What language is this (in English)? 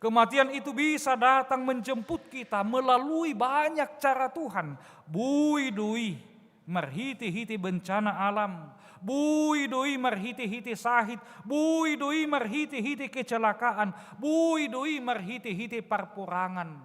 Batak Toba